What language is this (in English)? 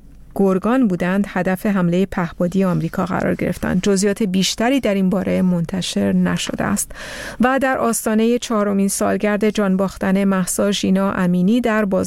Persian